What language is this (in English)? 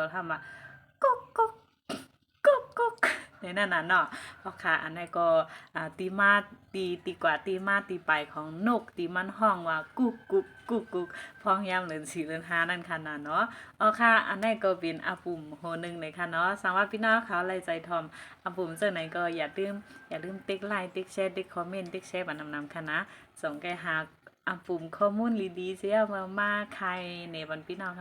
Shan